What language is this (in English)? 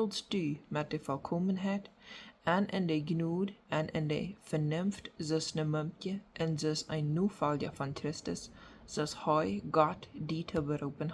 Plautdietsch